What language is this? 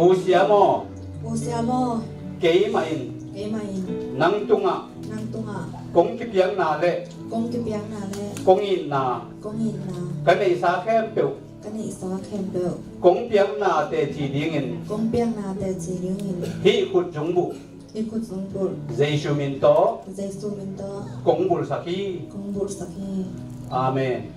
Tedim Chin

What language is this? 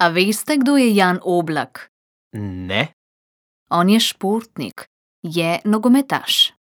Slovenian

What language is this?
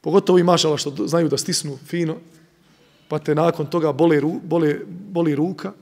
Bosnian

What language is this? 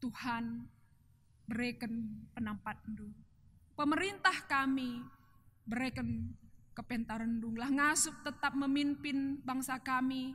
Batak Karo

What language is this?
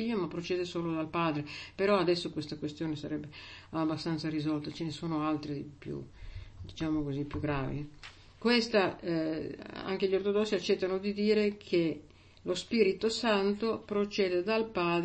Italian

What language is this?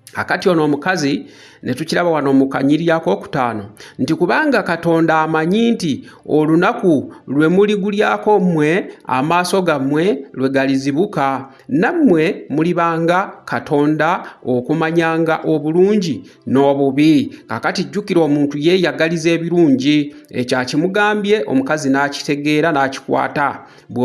Ganda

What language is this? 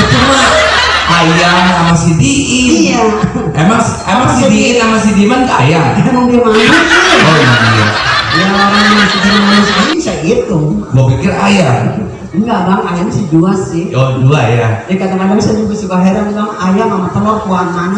Betawi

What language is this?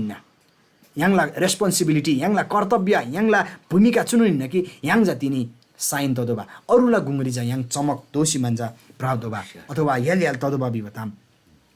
Eastern Tamang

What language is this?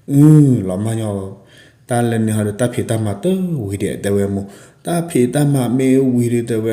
S'gaw Karen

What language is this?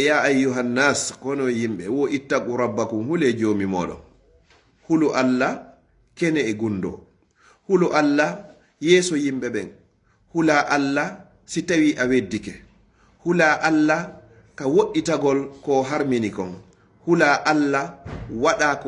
Pular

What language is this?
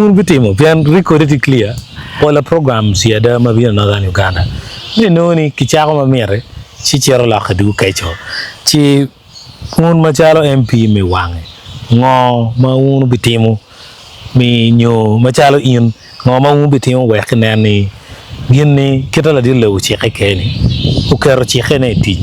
Acoli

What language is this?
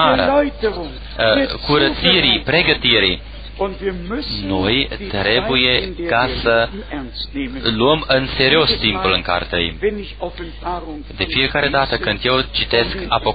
Romanian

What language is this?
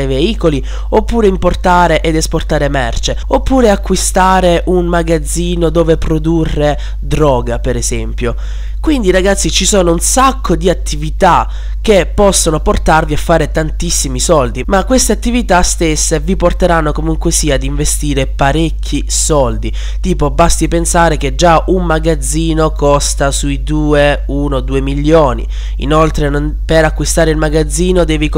Italian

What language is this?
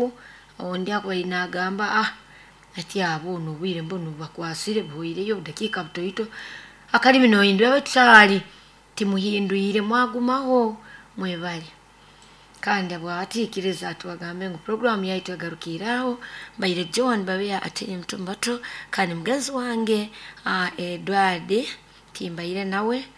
Nyoro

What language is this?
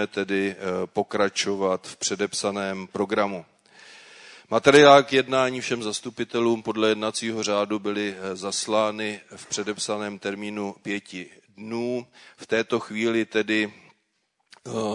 Czech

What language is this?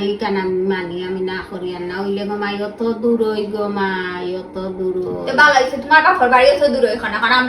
Sylheti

